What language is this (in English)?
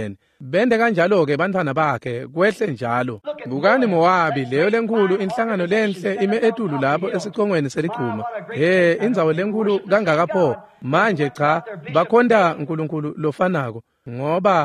Swati